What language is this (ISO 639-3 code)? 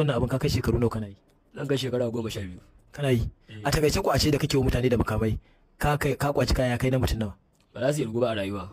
hau